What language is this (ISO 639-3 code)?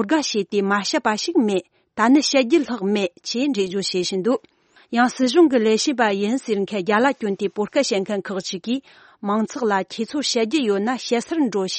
bod